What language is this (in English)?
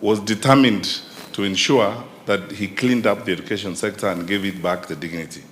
Gusii